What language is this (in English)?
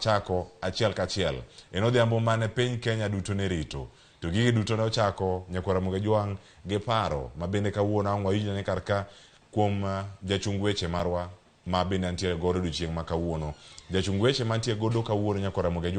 Luo (Kenya and Tanzania)